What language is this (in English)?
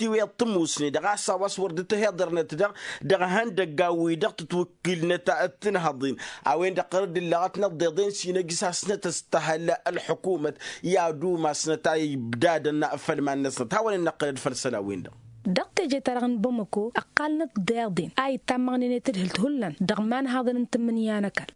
Tamasheq